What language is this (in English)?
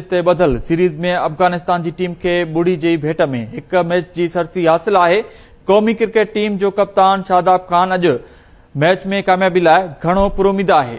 Sindhi